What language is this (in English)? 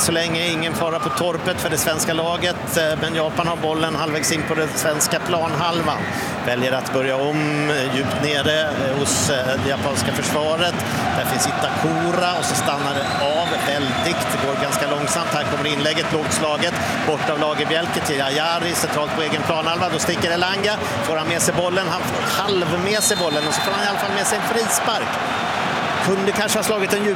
Swedish